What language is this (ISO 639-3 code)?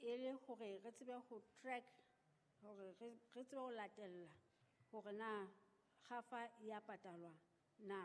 sot